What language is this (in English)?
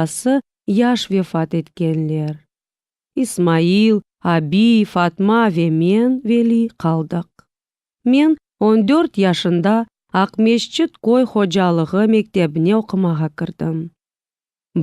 Crimean Tatar